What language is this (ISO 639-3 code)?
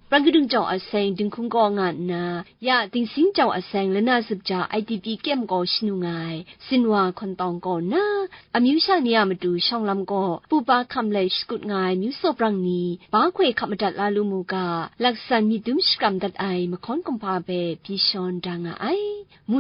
kac